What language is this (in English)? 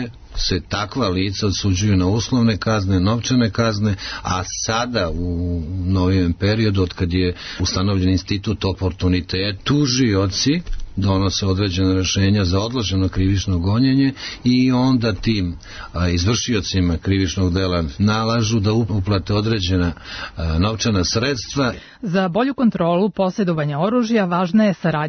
Serbian